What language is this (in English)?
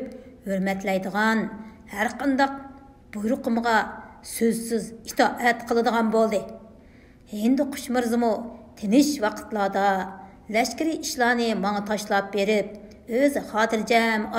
Uyghur